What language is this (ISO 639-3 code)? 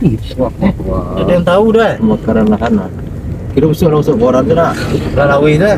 min